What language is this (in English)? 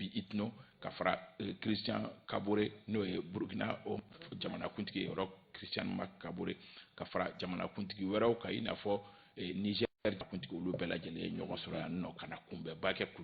Bambara